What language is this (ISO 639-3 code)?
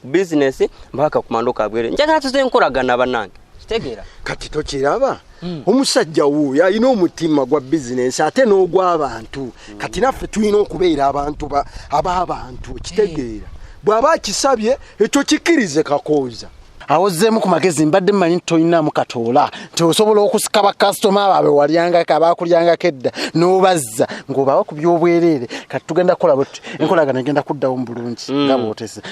lug